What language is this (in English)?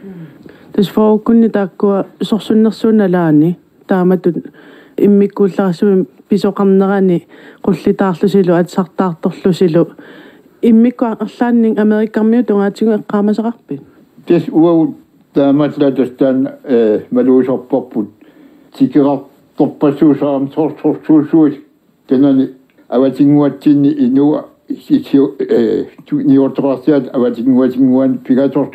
Kalaallisut